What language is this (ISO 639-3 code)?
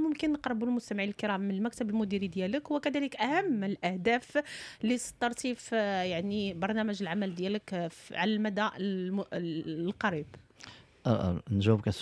ary